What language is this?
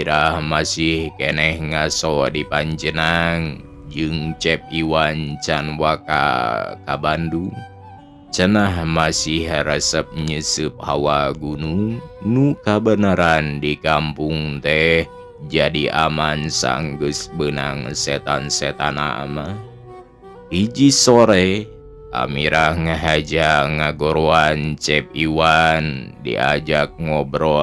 Sundanese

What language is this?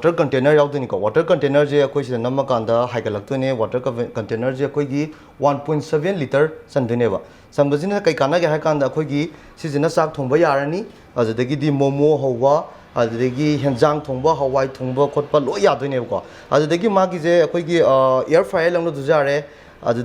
Manipuri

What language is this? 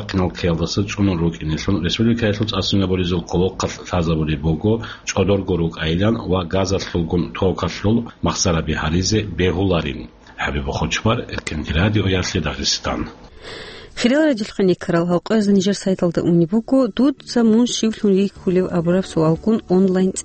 Avaric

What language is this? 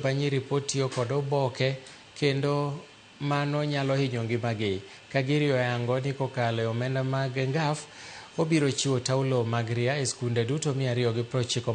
Luo (Kenya and Tanzania)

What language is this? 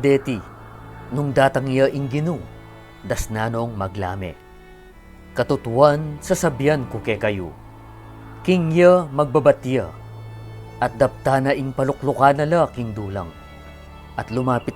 Pampanga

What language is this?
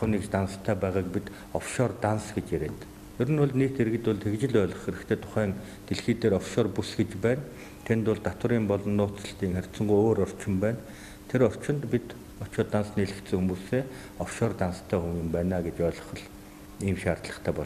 Mongolian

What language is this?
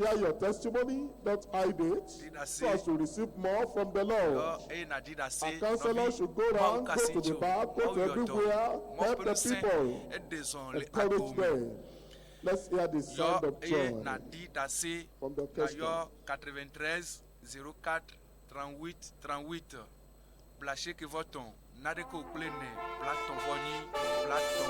Ewe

